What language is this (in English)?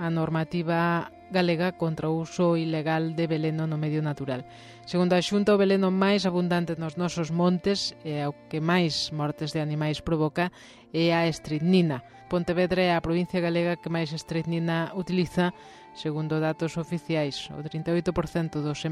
Galician